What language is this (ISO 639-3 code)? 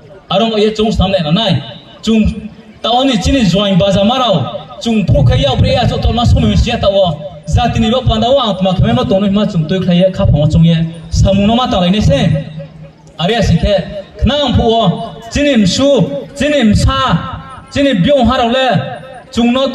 ria